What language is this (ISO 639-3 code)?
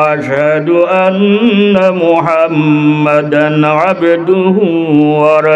syl